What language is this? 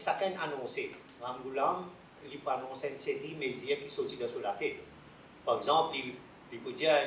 Morisyen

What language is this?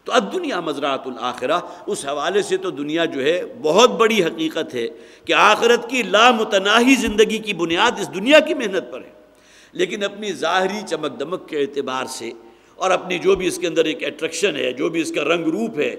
Urdu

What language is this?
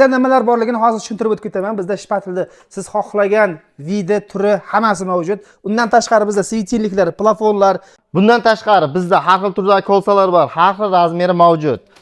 Uzbek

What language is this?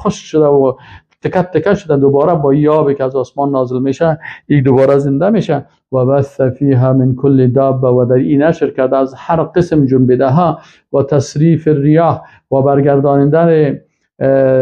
Persian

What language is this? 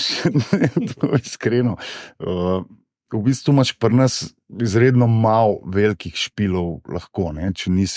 Slovenian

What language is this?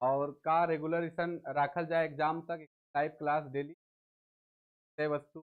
Sadri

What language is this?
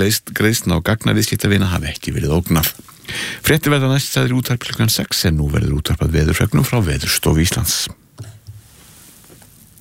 Icelandic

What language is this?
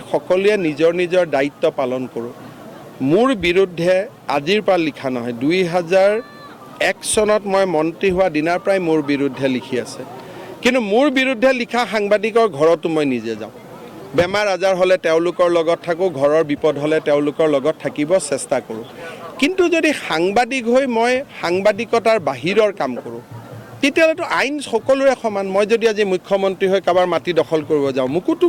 Assamese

